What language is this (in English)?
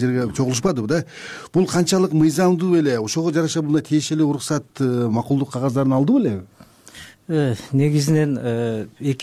Kyrgyz